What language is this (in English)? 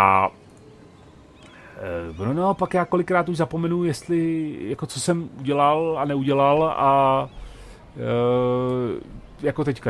Czech